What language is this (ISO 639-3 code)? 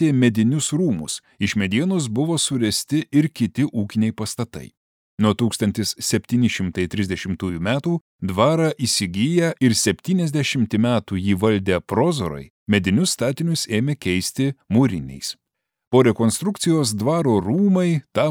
lit